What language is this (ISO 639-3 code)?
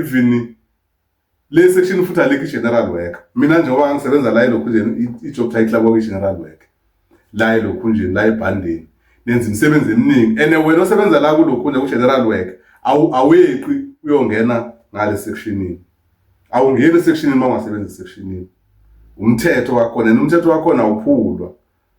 zul